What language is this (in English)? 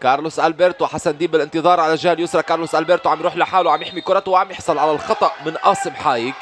North Levantine Arabic